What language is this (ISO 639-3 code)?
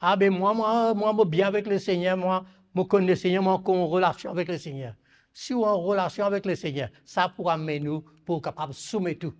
mfe